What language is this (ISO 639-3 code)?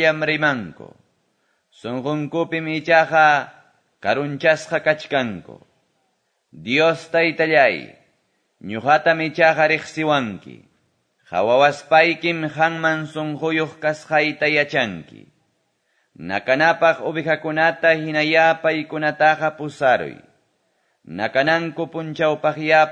que